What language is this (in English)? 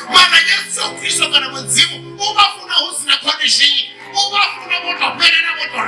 Venda